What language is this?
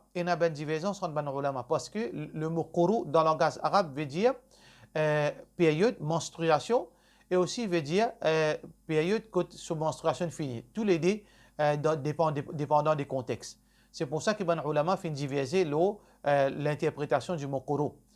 Morisyen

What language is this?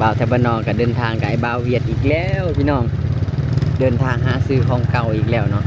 Lao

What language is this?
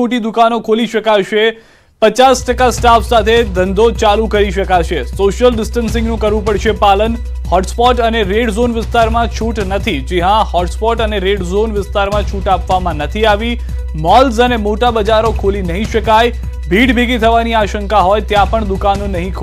Gujarati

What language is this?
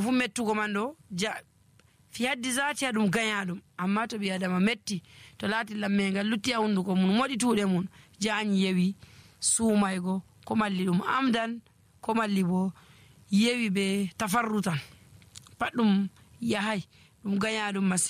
Nigerian Fulfulde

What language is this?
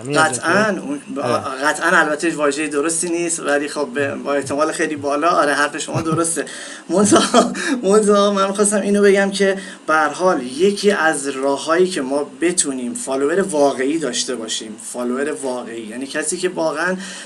Persian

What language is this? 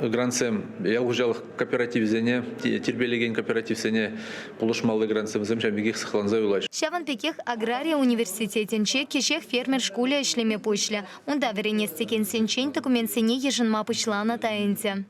Chuvash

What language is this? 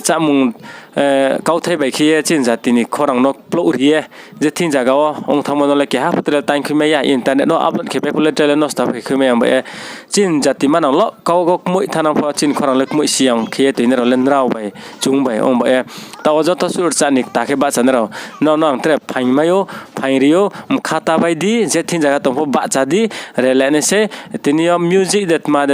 Riang (India)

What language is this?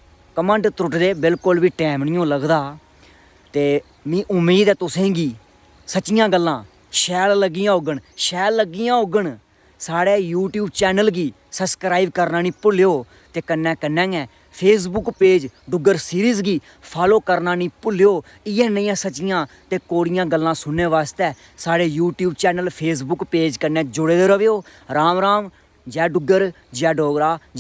Dogri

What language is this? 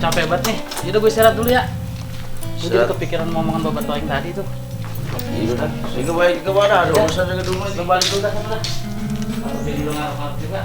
Betawi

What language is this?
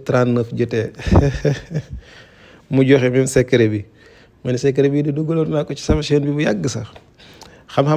Wolof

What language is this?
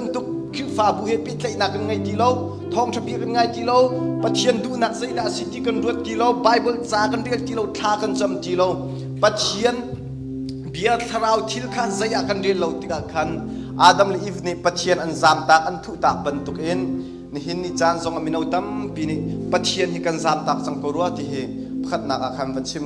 Hakha Chin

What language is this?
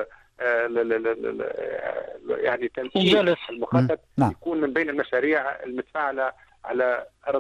Arabic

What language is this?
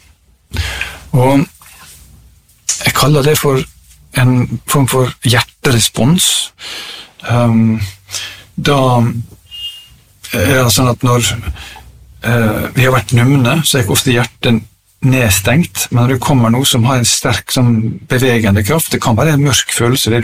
Norwegian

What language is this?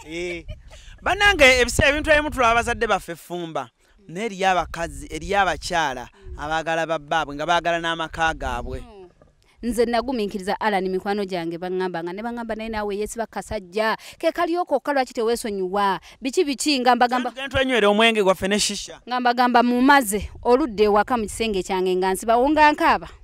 Ganda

